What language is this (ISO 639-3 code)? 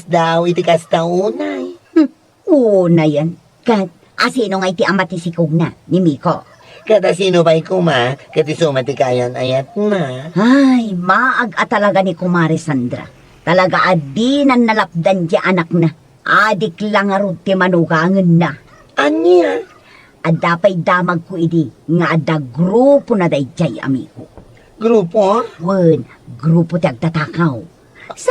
ilo